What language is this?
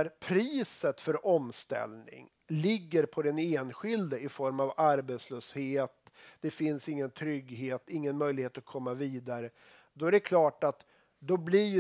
Swedish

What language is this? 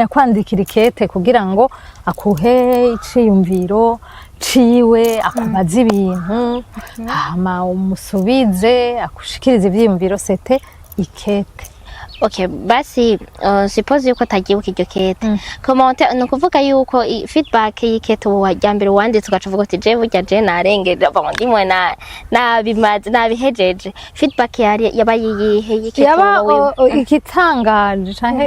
Rundi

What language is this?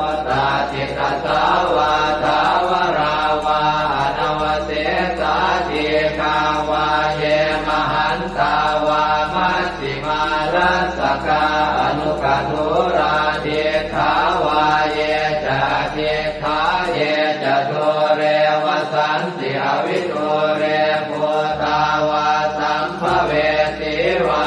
Pali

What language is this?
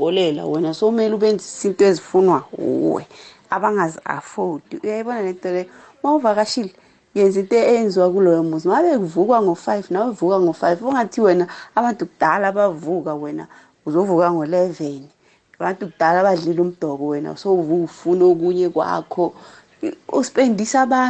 South Ndebele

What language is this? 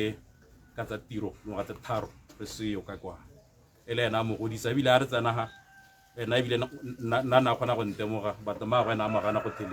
Tswana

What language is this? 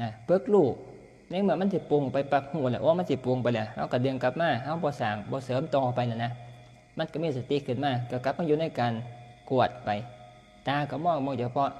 Northeastern Thai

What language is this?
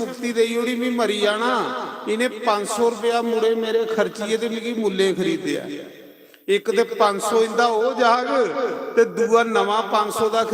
Dogri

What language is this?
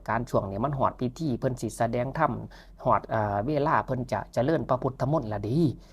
Lao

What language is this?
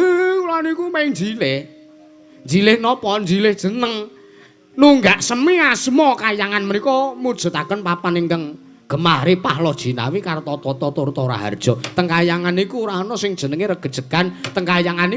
Javanese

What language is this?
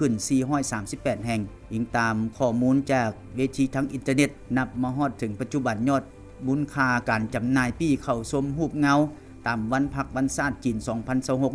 Lao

